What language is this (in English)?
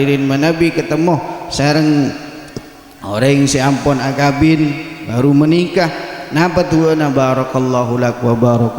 Madurese